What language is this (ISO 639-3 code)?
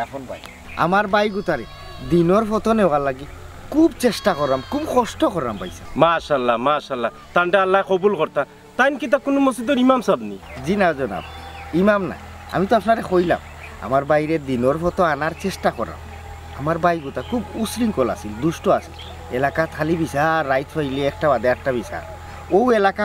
syl